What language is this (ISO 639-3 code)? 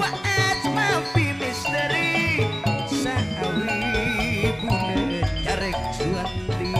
mad